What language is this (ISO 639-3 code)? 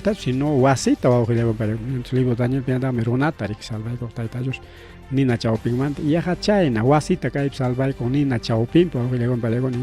quy